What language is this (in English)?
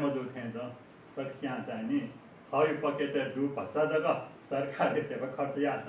Newari